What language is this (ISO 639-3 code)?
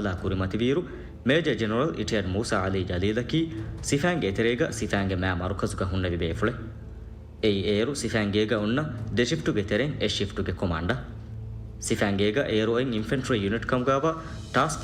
div